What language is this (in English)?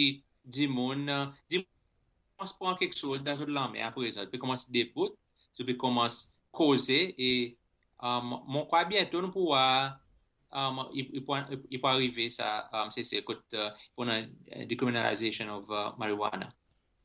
Seselwa Creole French